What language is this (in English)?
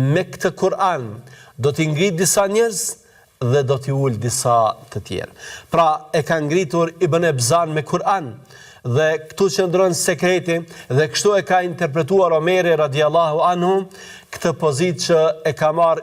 Albanian